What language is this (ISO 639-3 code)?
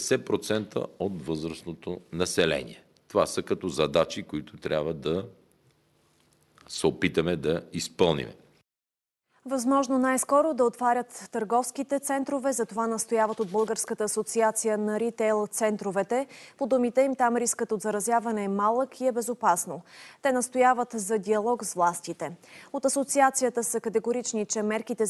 bul